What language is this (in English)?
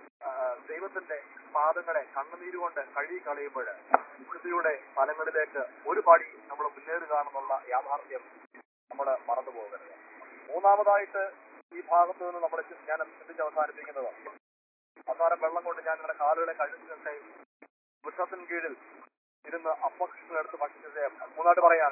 Malayalam